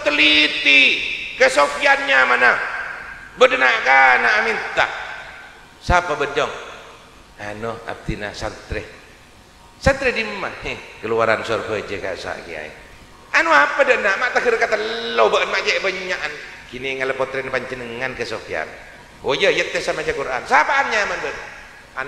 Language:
Madurese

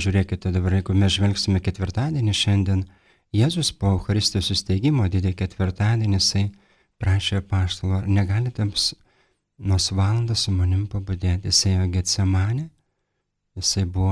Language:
Lithuanian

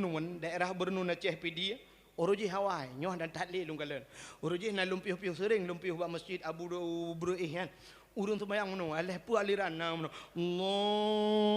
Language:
Achinese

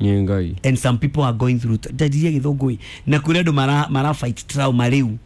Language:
Kikuyu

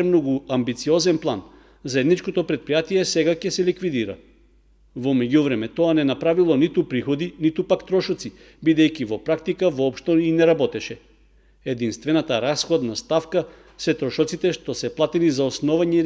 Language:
Macedonian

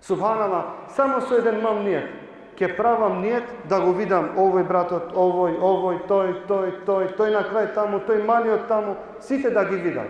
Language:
Balkan Romani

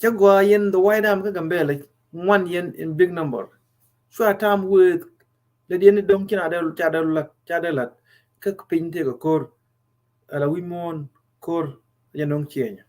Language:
Nuer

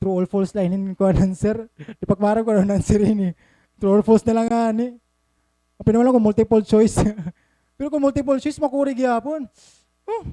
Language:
Waray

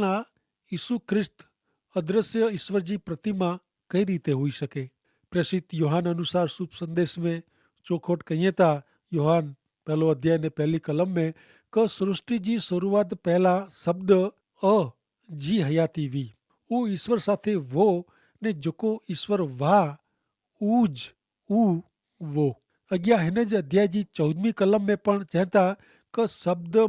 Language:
Kachhi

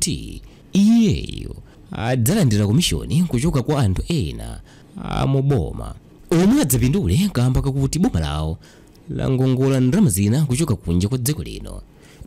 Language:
Nyanja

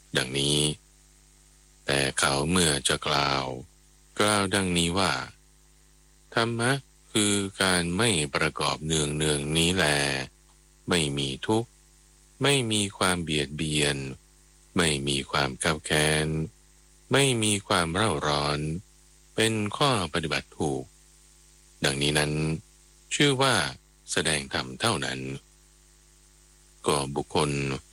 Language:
Thai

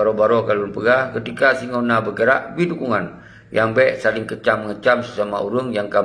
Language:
Achinese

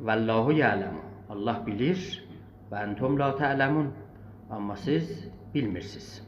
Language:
South Azerbaijani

